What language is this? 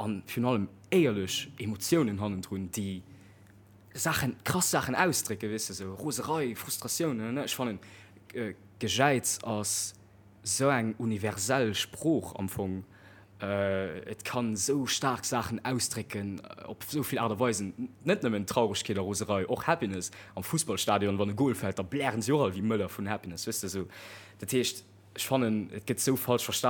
Luxembourgish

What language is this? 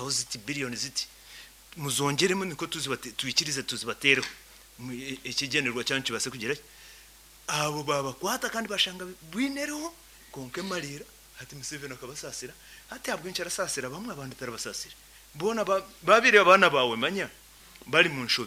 Nyankole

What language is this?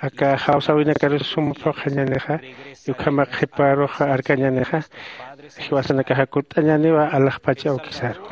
Aymara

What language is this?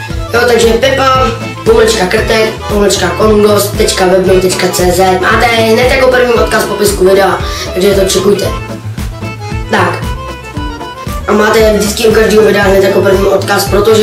Czech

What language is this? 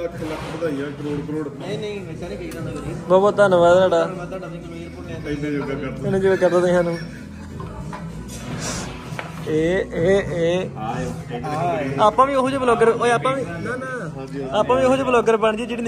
Punjabi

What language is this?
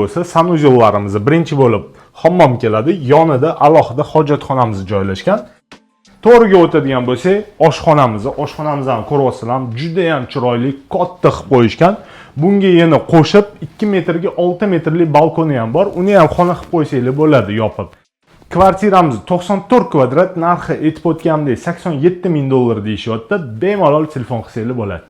Uzbek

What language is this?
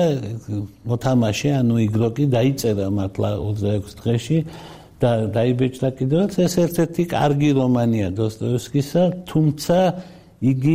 Georgian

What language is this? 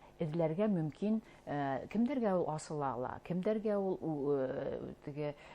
Bashkir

